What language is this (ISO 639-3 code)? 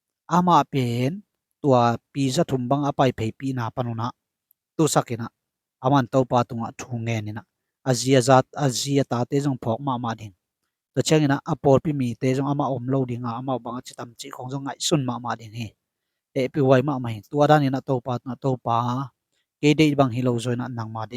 ctd